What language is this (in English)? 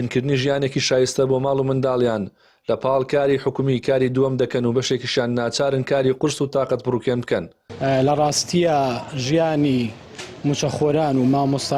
Central Kurdish